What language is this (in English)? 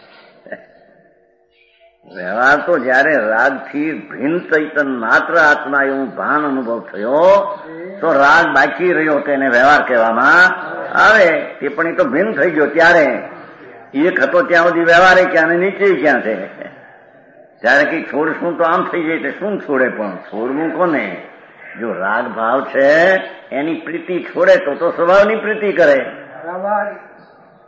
Gujarati